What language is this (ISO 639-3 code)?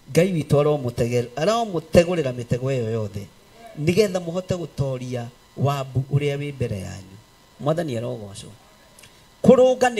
kik